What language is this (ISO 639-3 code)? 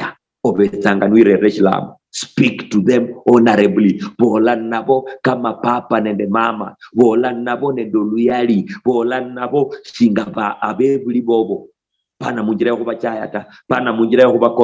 luy